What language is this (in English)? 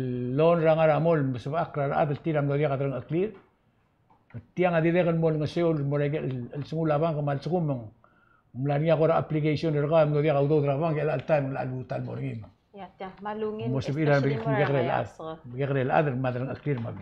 Palauan